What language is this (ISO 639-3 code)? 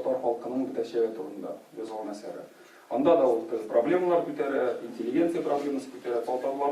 tat